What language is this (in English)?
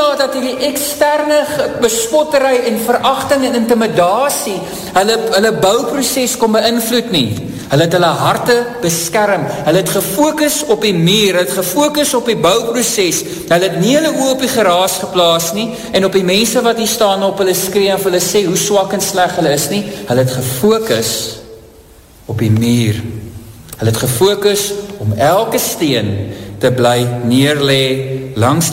Afrikaans